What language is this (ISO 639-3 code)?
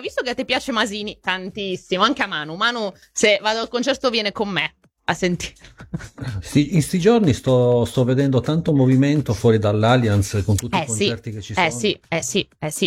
ita